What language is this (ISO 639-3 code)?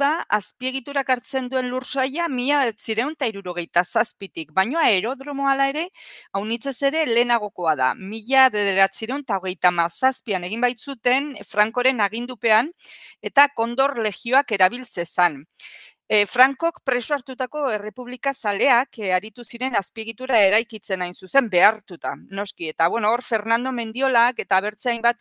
eus